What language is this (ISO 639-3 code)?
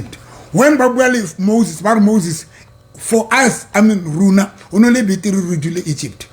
sot